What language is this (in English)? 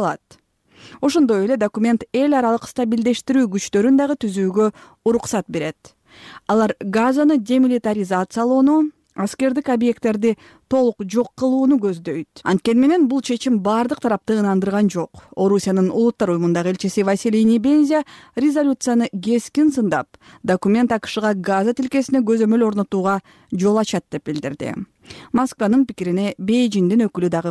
Kyrgyz